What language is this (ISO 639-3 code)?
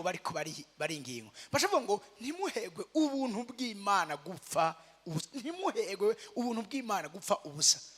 run